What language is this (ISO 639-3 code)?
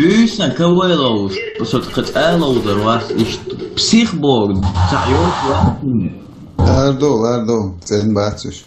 che